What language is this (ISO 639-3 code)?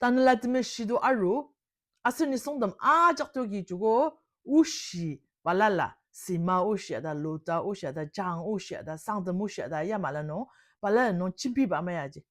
njo